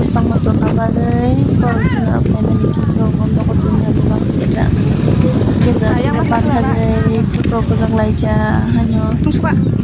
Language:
Kok Borok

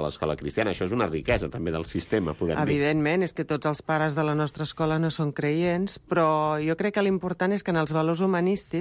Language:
Catalan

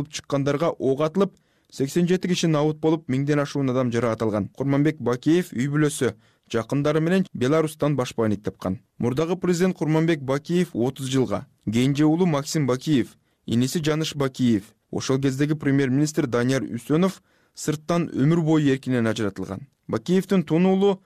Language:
Kyrgyz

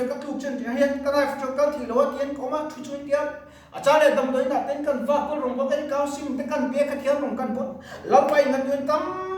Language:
Mizo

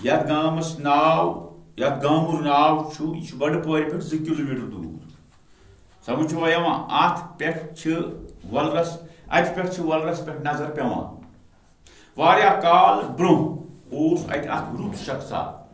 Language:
Kashmiri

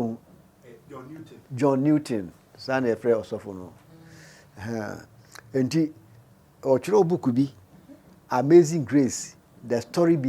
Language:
Akan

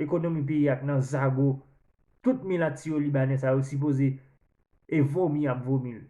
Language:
Haitian Creole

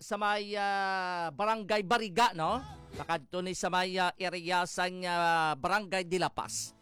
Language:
Hiligaynon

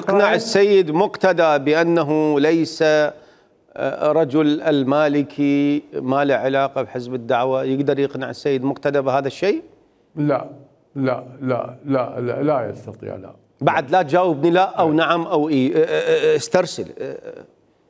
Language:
Mesopotamian Arabic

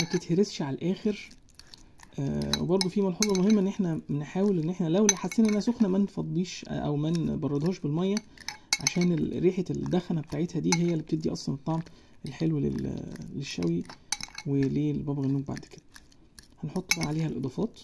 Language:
Egyptian Arabic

